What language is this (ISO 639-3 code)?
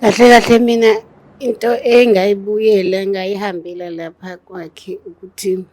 zul